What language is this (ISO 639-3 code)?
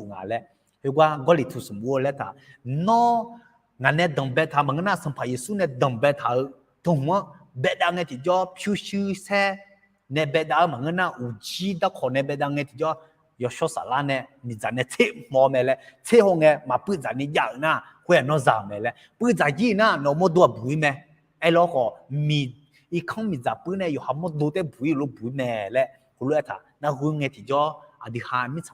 ahk